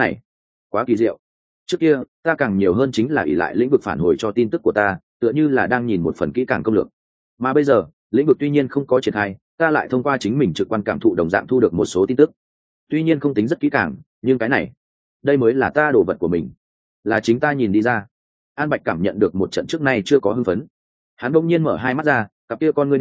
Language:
Vietnamese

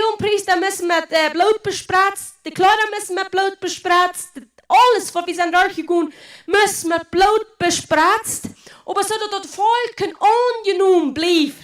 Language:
Plautdietsch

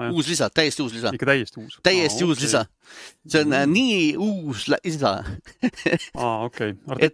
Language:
Estonian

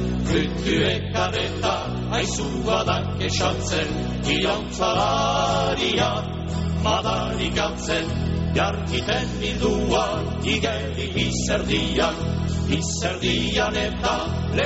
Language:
Basque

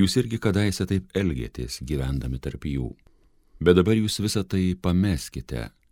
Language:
Lithuanian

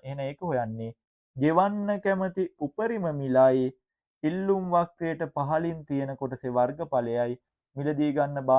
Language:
Sinhala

